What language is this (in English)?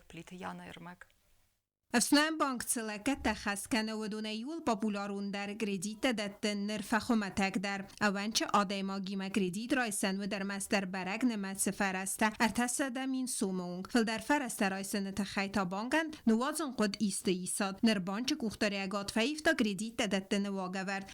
Ossetic